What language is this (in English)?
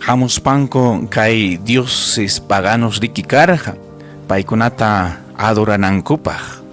Ayacucho Quechua